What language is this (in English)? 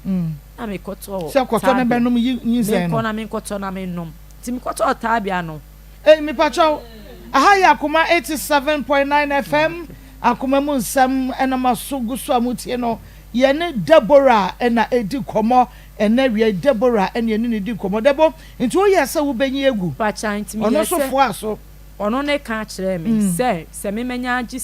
Akan